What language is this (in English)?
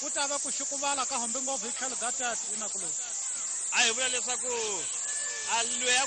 Tsonga